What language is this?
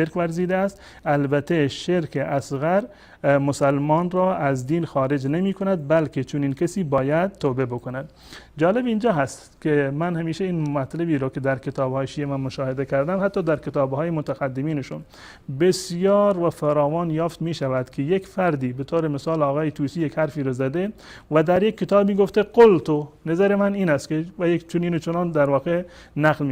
Persian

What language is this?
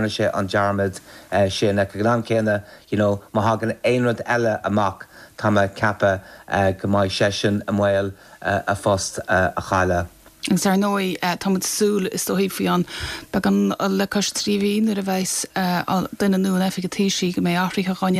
Irish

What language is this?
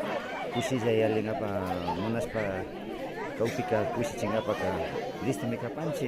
Imbabura Highland Quichua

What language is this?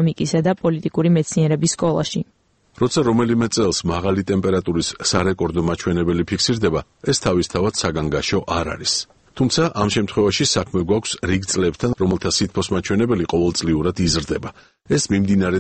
Georgian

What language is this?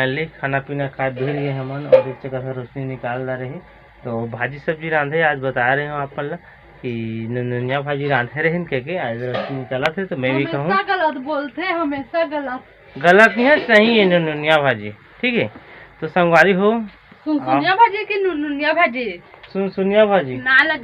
Chhattisgarhi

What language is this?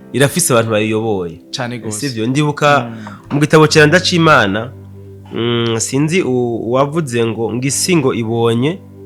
Rundi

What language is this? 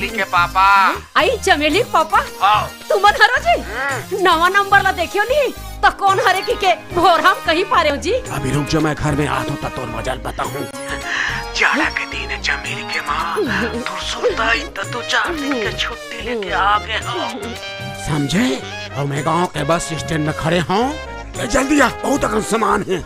Chhattisgarhi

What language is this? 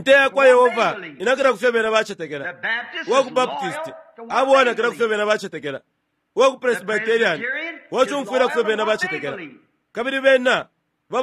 Bemba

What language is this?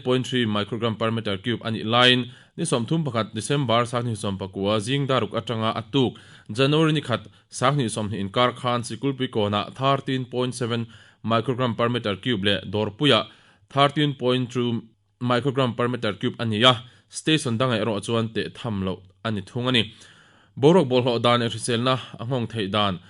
Mizo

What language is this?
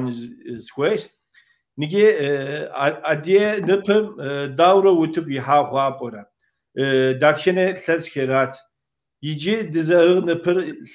Kabardian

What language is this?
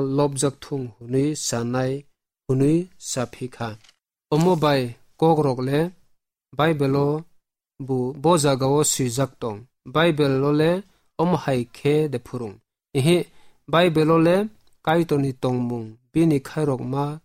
Kok Borok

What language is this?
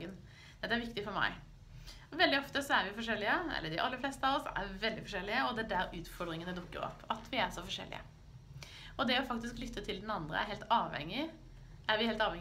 Norwegian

